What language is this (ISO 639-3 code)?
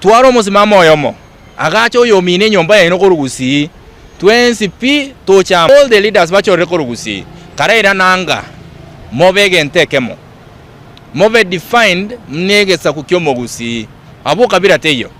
guz